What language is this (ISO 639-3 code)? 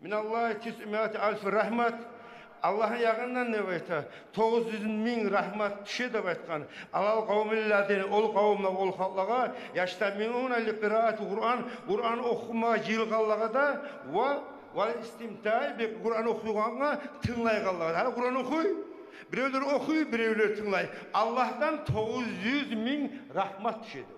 kum